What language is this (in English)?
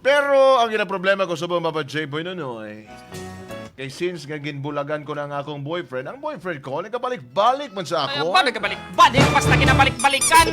Hiligaynon